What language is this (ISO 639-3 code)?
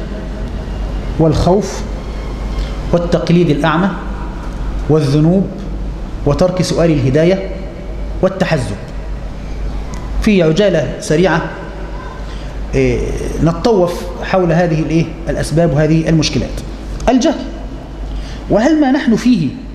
ara